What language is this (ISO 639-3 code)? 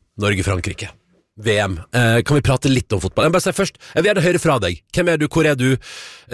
nor